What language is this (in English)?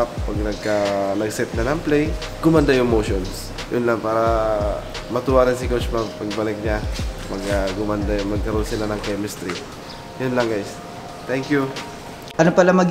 Filipino